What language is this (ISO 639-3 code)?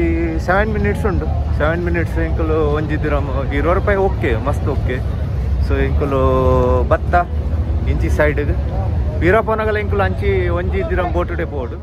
tcy